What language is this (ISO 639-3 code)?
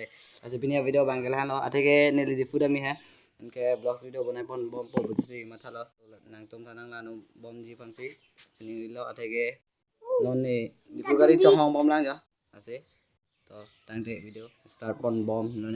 mjw